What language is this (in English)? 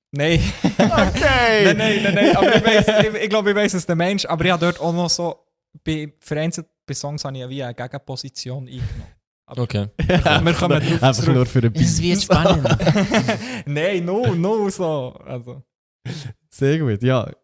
Swiss German